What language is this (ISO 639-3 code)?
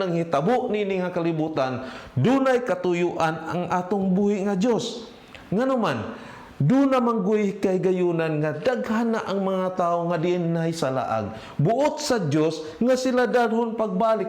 ceb